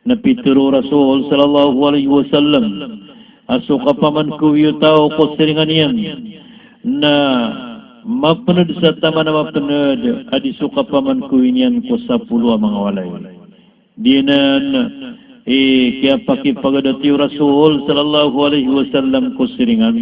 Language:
Maranao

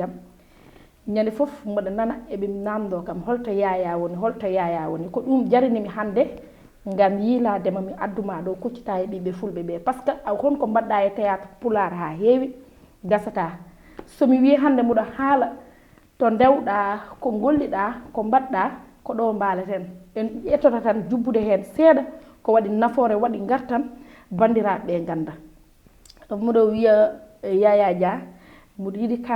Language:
Fula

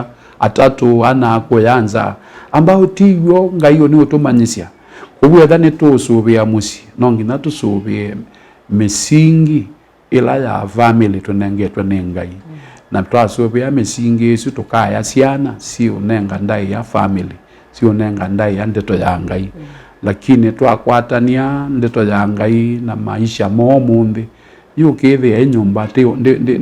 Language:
Kamba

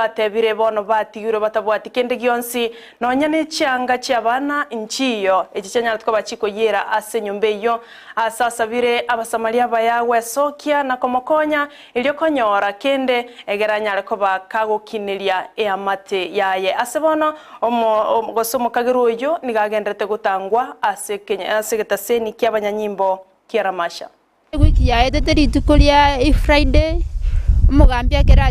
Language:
Gusii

